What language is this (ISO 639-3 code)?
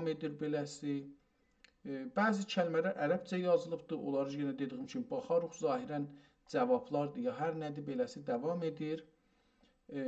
azb